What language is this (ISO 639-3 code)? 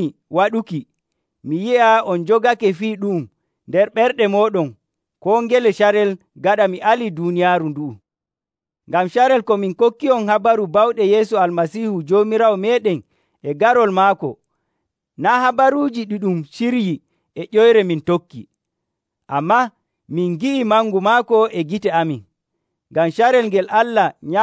fuv